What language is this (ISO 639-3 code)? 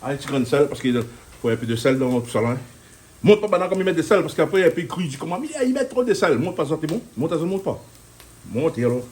rcf